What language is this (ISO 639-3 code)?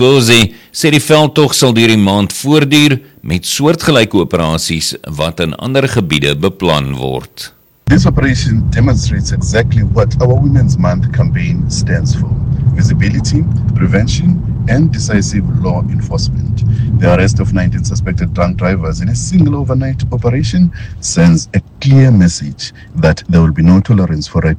afr